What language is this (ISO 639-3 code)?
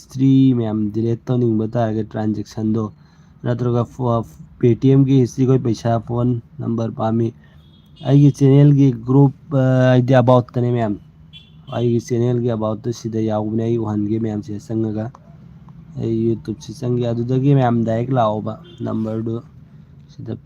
mni